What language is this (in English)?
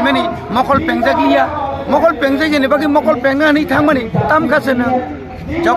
Kok Borok